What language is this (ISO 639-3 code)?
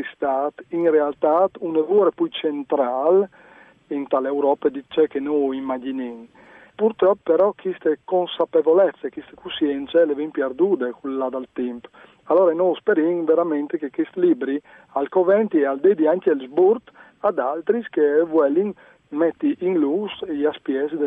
fur